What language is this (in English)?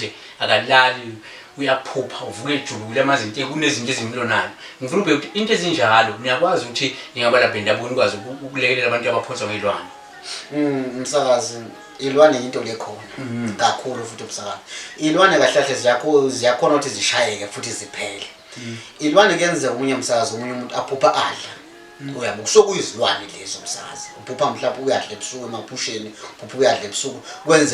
Zulu